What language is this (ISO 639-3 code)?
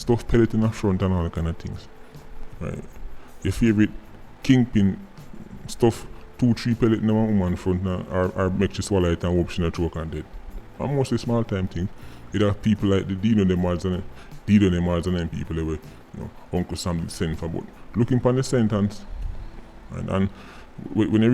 jam